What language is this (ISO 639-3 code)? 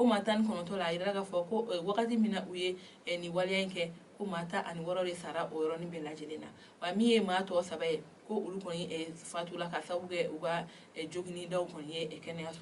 bam